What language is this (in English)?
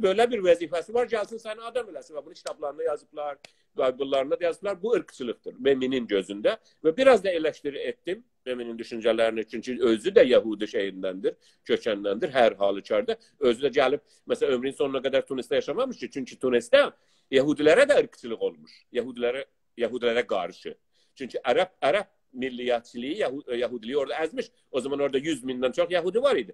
South Azerbaijani